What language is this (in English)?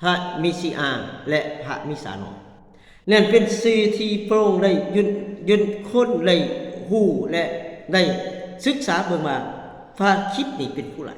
Lao